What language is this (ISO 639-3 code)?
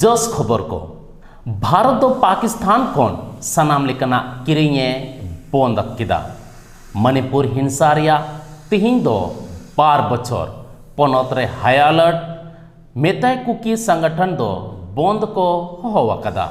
sat